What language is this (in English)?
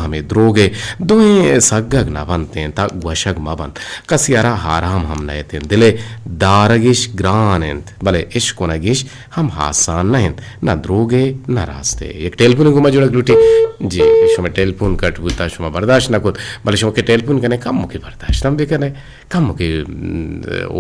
Eastern Balochi